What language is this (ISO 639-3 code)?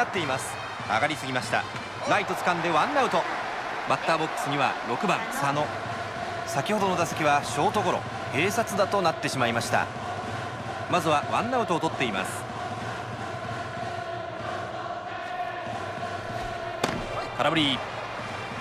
jpn